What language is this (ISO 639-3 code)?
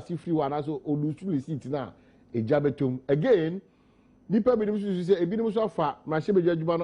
aka